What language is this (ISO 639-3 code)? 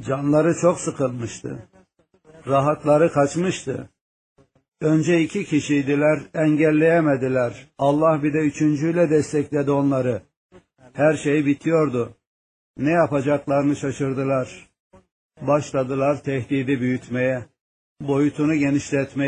tur